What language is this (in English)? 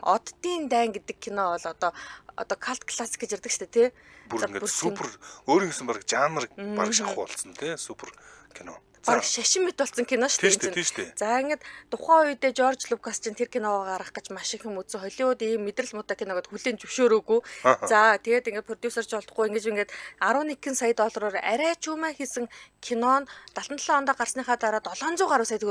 Mongolian